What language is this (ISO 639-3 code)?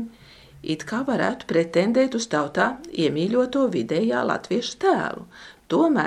lav